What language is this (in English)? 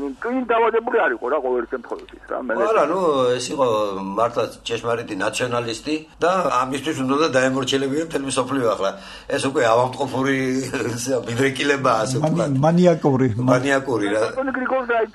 Georgian